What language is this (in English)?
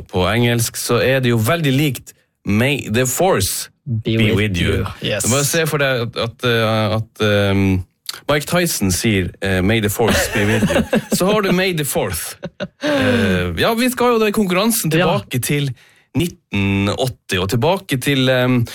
Norwegian